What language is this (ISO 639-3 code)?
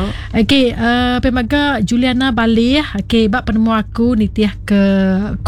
iba